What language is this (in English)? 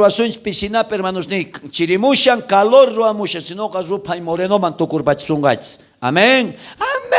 South Bolivian Quechua